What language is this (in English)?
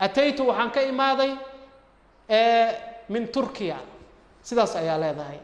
Somali